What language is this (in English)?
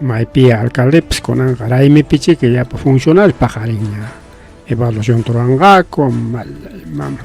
Ayacucho Quechua